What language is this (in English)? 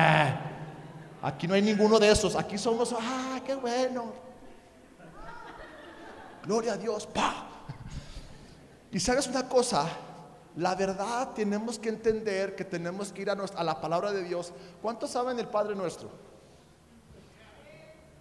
Spanish